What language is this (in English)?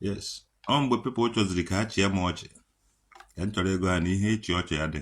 Igbo